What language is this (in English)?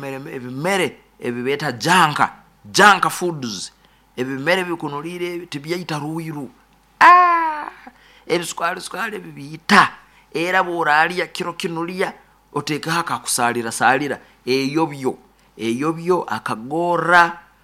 Nyoro